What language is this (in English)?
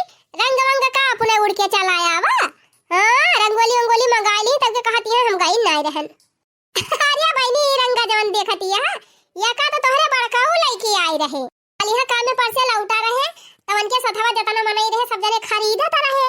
Awadhi